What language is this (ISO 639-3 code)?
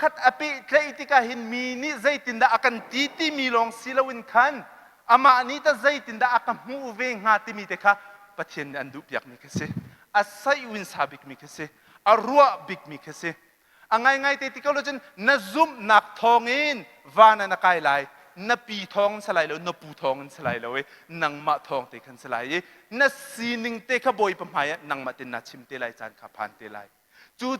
cnh